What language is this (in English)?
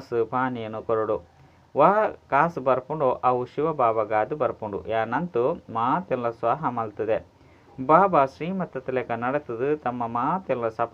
Tulu